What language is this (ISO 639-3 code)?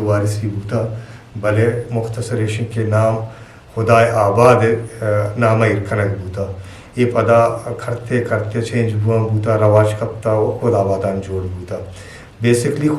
bgp